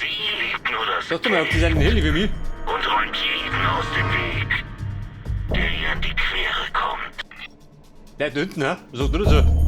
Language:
Bavarian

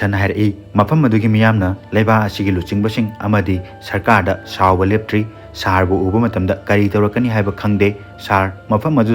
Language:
Manipuri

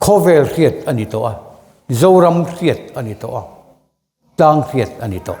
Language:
Mizo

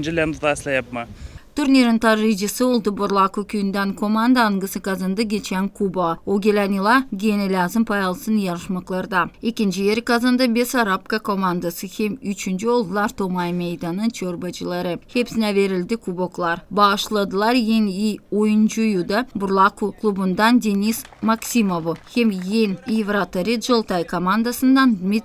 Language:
Gagauz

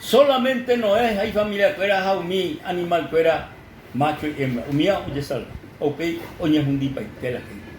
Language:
Guarani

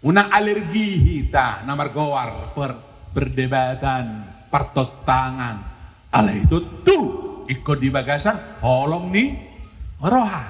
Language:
Batak Toba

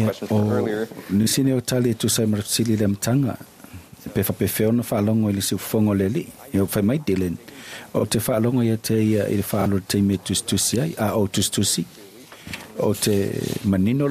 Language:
Samoan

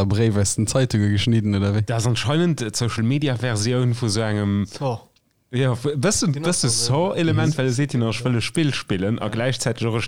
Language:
Luxembourgish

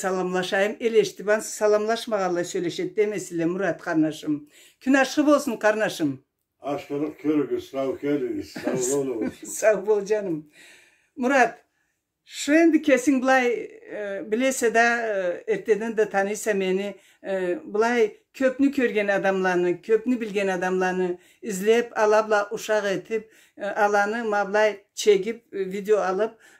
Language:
Karachay-Balkar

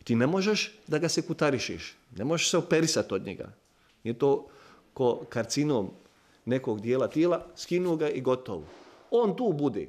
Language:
Bosnian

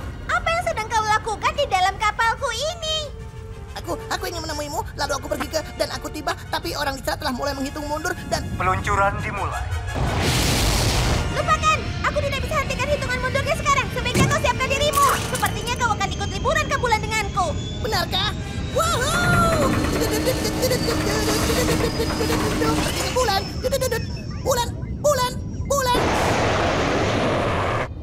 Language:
Indonesian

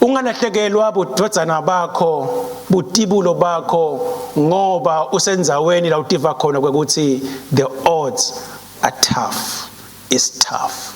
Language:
Swati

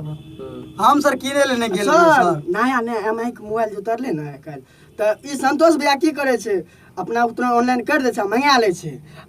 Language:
Maithili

